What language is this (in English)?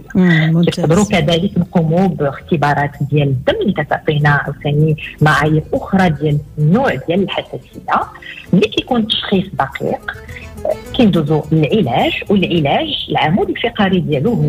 Moroccan Arabic